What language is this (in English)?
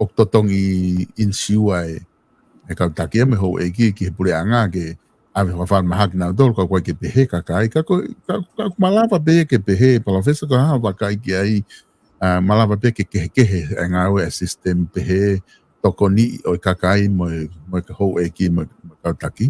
Tongan